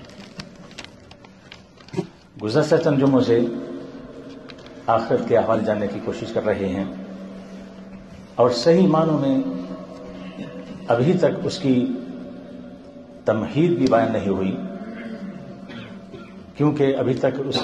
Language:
Urdu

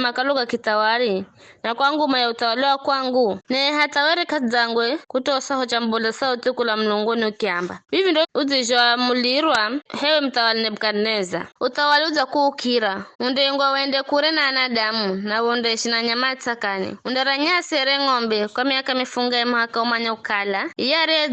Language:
Giryama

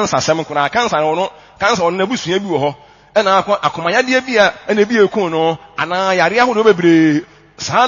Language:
Akan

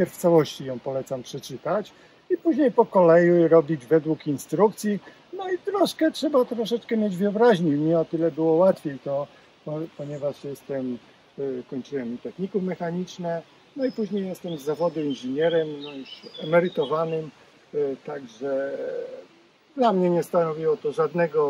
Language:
Polish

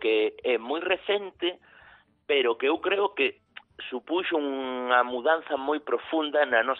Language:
Galician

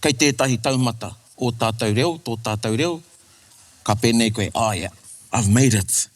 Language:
Māori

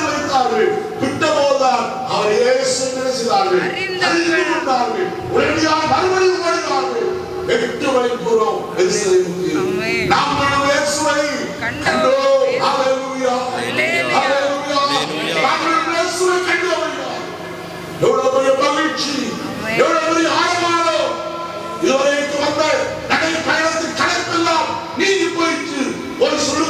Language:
Tamil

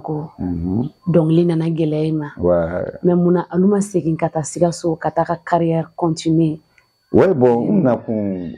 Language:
Bambara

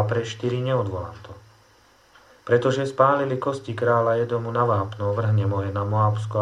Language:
Slovak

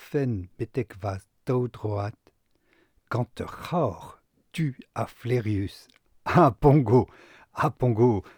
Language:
Breton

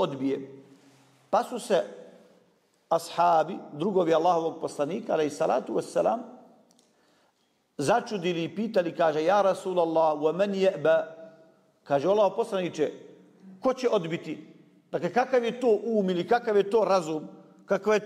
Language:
Bosnian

